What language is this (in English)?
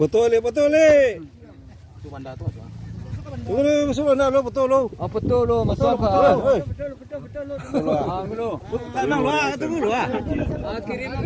Minangkabau